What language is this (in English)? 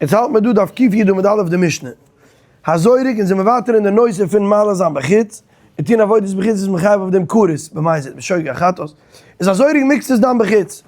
Yiddish